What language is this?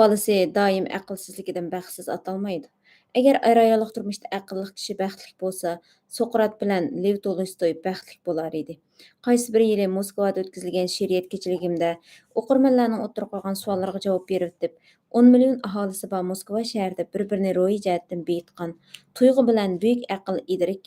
Uyghur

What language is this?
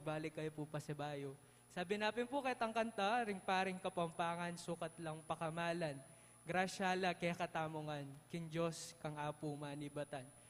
Pampanga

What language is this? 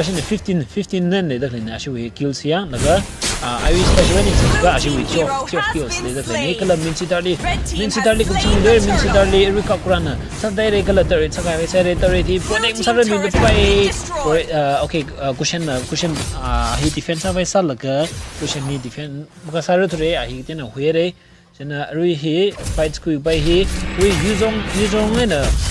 Tangkhul Naga (India)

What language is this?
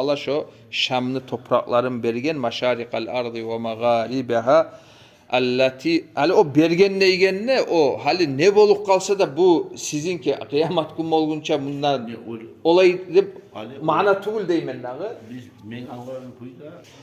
Kumyk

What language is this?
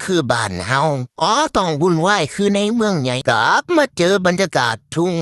Lao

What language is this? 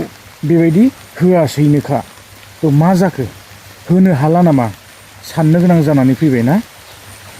Bodo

